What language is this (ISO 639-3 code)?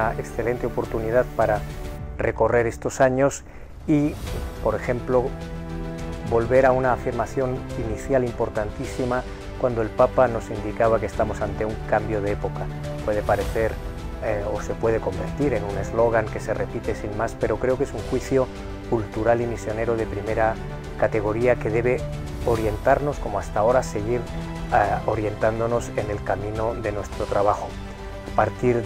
spa